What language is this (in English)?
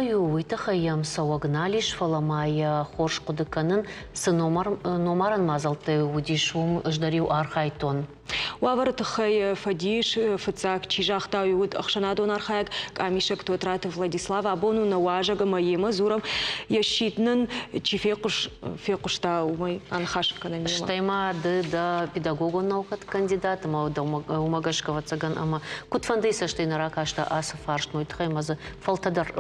Ossetic